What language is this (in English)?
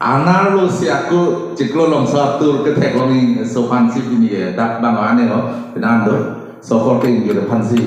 Karbi